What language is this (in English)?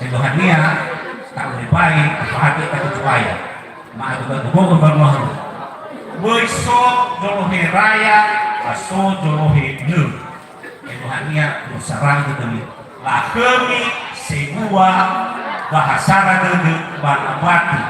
Nias